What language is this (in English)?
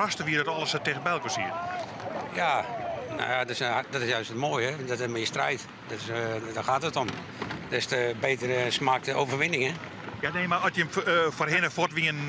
Western Frisian